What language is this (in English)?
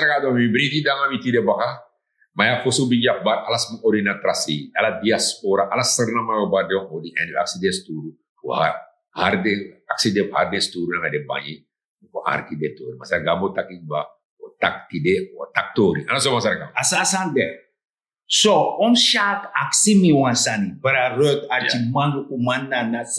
Sranan Tongo